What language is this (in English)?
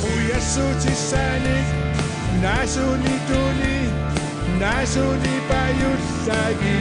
Kalaallisut